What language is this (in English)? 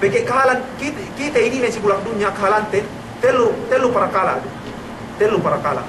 Yakan